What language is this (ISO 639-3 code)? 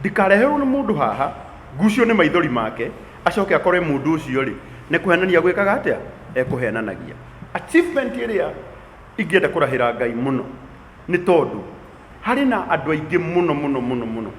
kik